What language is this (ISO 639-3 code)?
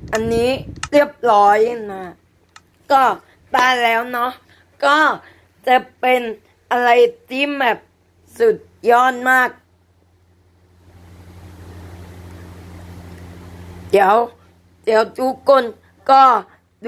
tha